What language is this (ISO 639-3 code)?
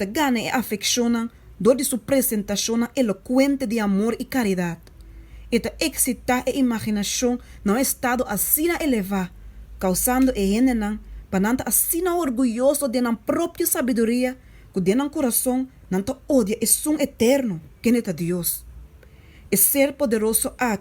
pap